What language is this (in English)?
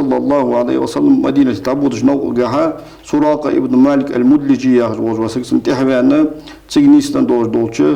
Ingush